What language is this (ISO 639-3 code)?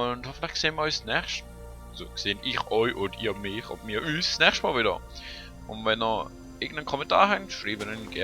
gsw